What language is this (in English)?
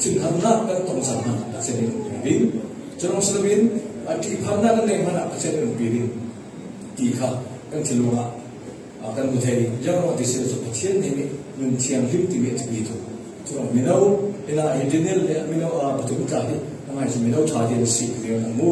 Falam Chin